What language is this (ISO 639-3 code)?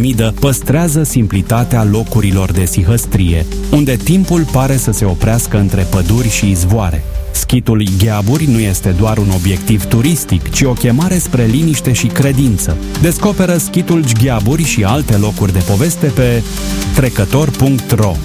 ron